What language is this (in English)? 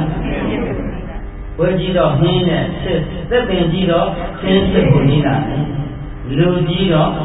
Burmese